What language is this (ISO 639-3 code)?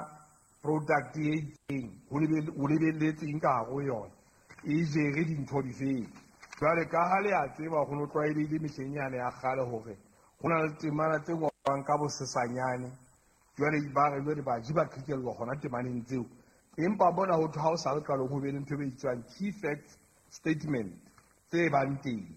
sot